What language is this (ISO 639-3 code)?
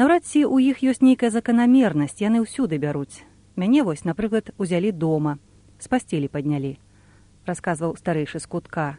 bel